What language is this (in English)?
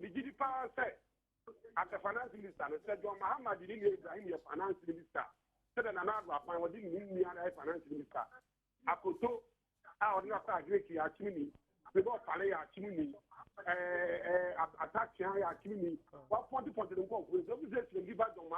Akan